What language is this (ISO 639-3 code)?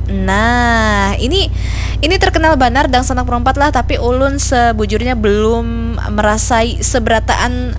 bjn